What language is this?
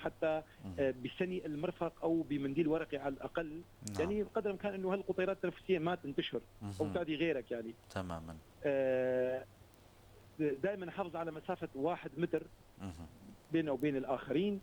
North Levantine Arabic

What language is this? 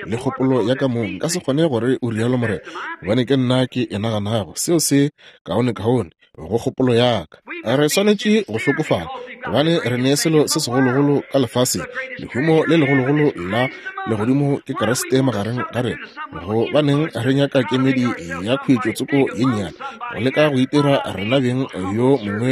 Northern Sotho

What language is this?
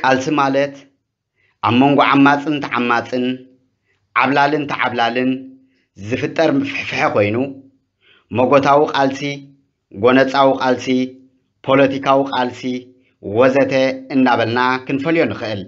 Tigrinya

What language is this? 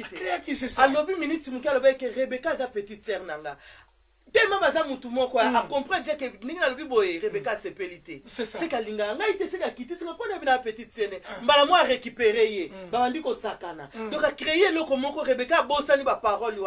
Lingala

